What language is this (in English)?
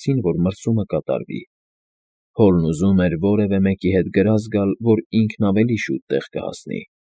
Armenian